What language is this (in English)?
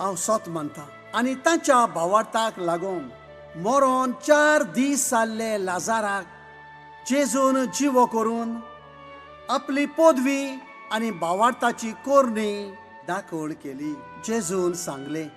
Konkani